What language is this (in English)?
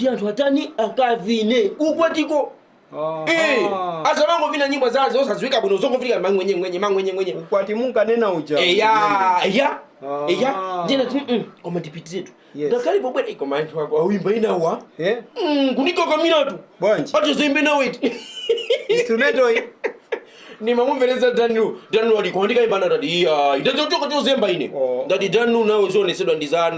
Nyanja